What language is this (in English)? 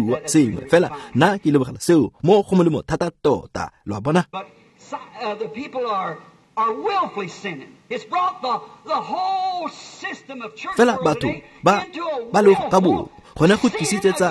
Tswana